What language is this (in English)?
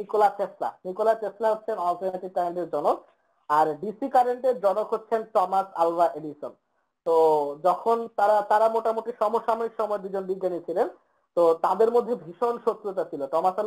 Bangla